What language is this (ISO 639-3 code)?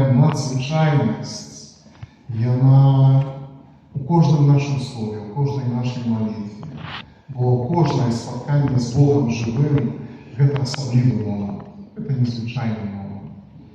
bel